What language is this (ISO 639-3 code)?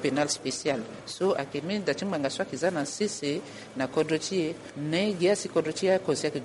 sag